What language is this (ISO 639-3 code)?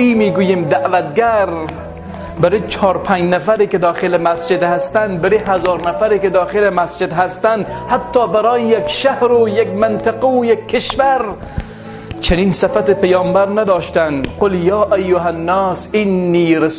tgk